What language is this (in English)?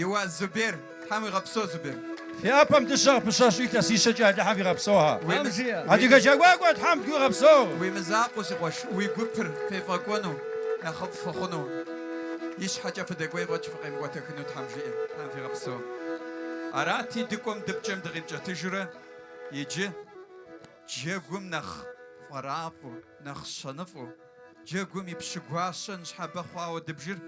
Kabardian